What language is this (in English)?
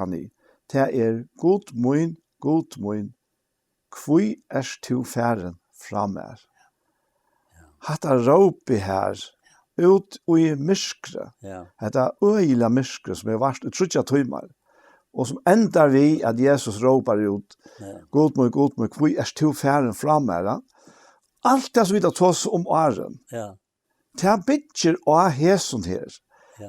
Faroese